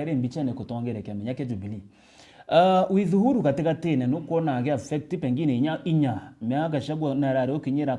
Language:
Meru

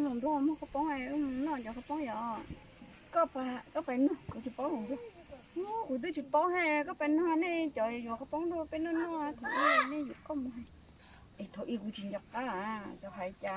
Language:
Hmong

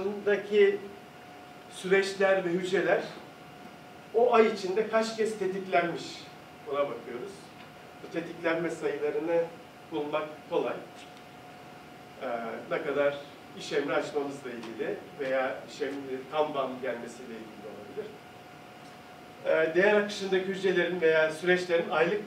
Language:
Turkish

